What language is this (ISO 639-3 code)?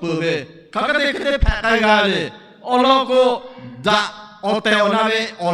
lhu